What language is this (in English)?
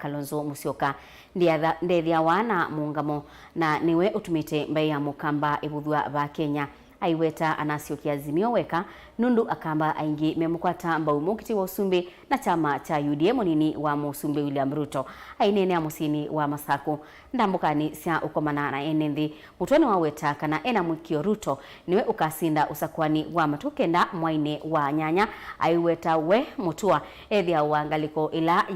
Kamba